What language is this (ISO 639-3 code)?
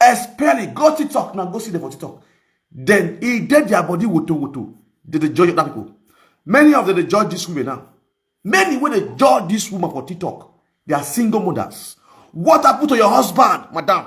pcm